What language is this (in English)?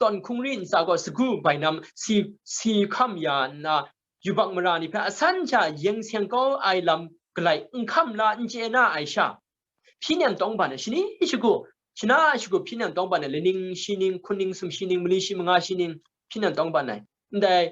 Kachin